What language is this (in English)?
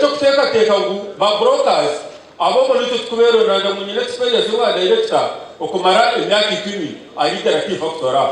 Nyankole